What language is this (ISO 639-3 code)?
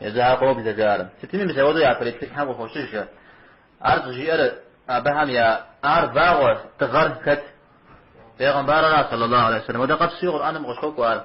kbd